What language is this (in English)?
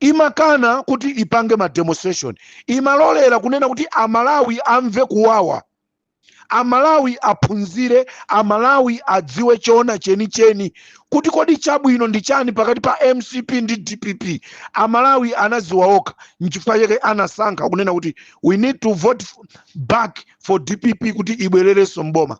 Nyanja